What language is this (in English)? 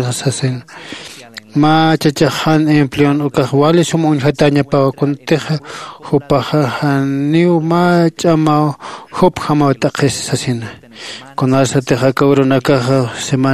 Aymara